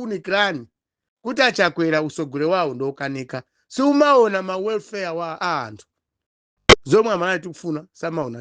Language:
Nyanja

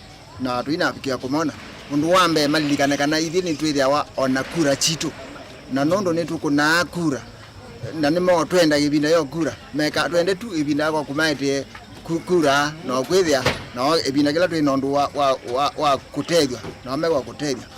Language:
Kamba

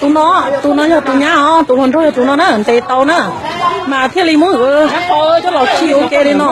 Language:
Hmong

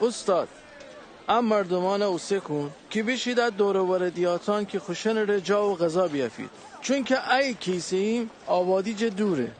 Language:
Gilaki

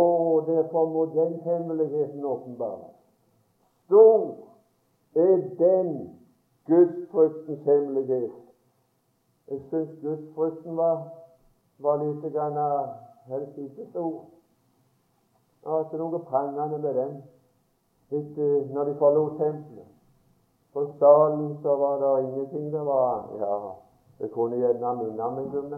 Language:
Norwegian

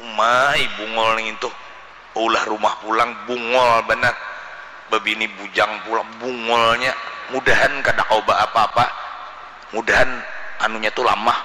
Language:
Banjar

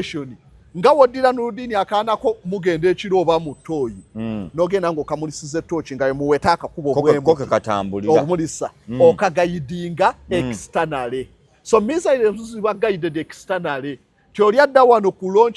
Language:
Ganda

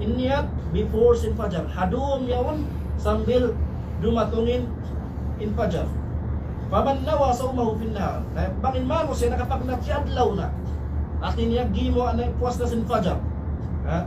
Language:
Tausug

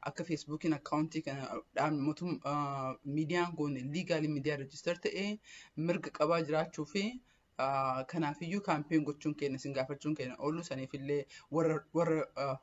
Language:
Oromo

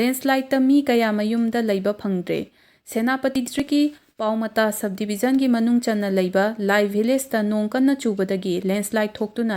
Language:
Manipuri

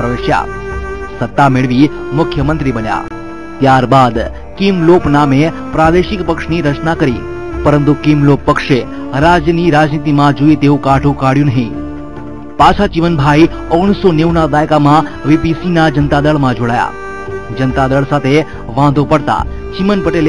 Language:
Gujarati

